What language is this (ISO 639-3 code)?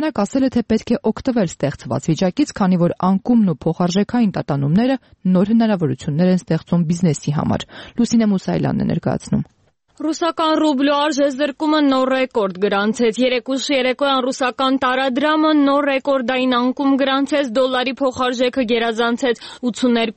hye